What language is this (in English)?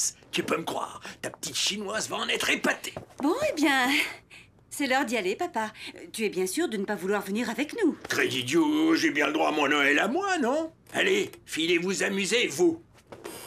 French